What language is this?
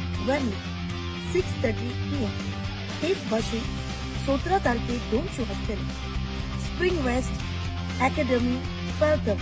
Konkani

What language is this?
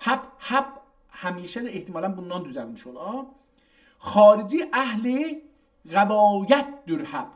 South Azerbaijani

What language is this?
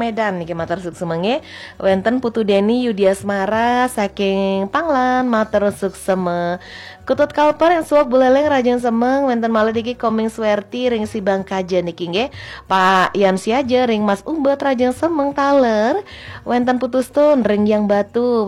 Balinese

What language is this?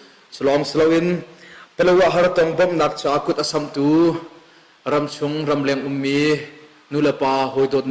Hakha Chin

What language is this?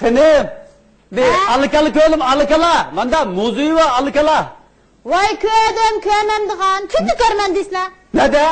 Uyghur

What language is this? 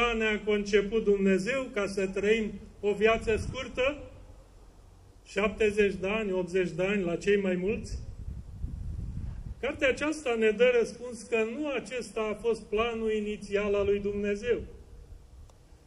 Romanian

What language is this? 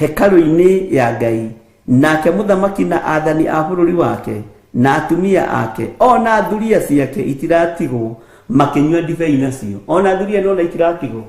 Kikuyu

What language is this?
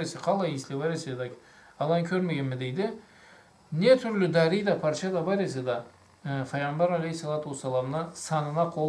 Karachay-Balkar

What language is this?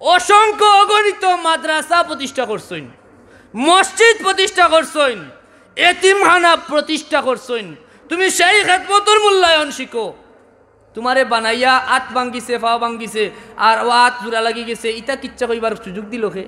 Sylheti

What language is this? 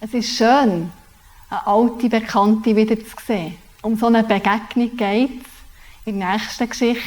Swiss German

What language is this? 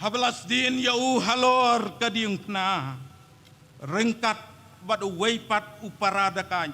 Khasi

